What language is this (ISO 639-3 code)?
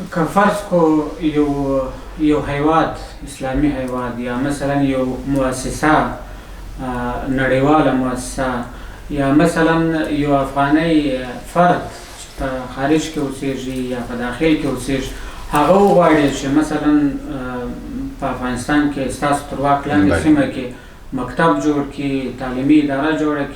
pus